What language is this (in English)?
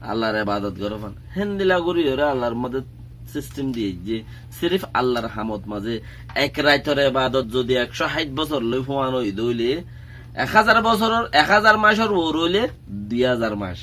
Rohingya